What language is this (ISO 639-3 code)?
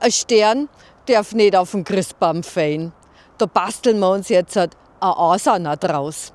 bar